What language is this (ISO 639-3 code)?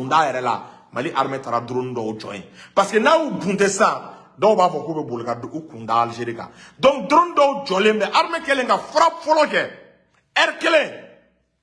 bam